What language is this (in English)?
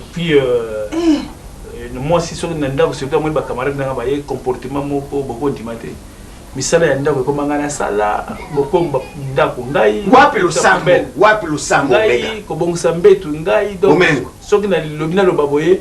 Lingala